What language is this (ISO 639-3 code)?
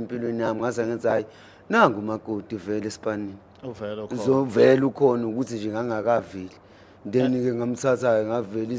zul